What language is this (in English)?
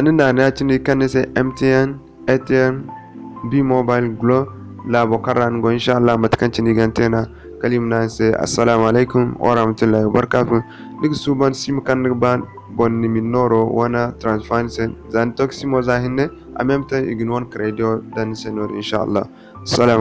Zarma